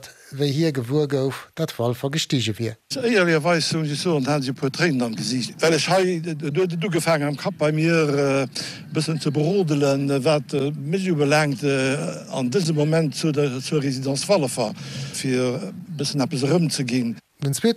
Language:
Luxembourgish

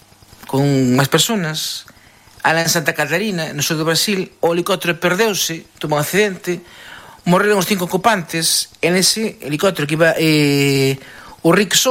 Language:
Galician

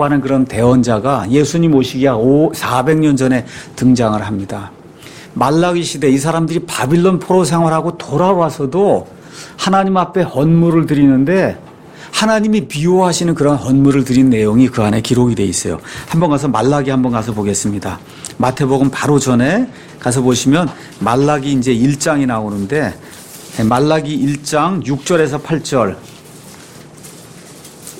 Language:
Korean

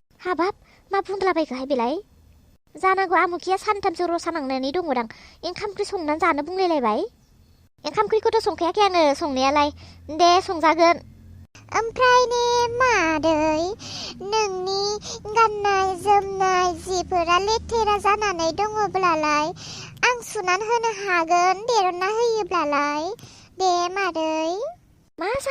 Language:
Bodo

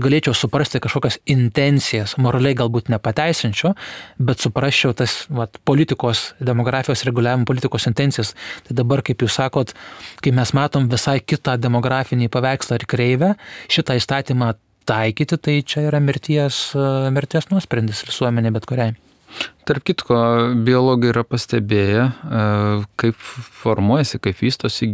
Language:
Lithuanian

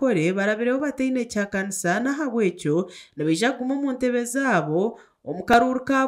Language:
Nyankole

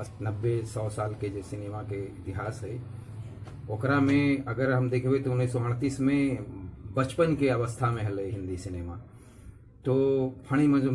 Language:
Magahi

